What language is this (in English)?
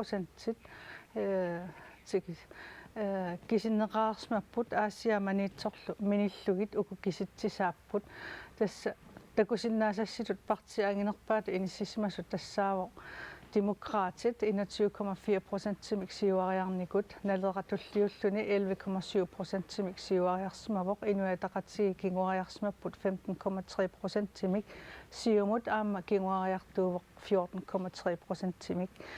Kalaallisut